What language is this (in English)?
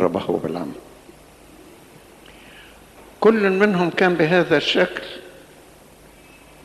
Arabic